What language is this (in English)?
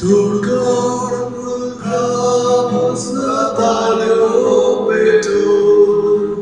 Konkani